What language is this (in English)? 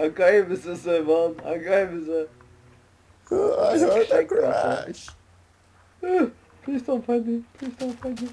Faroese